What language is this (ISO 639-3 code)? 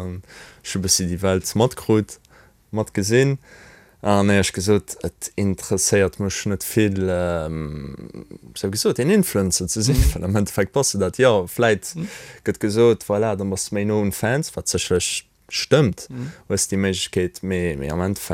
ltz